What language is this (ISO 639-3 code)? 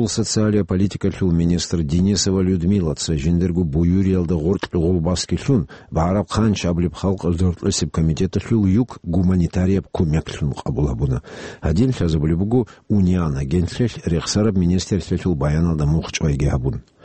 ava